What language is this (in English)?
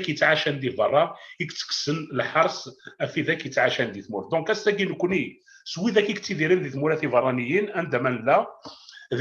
Kabyle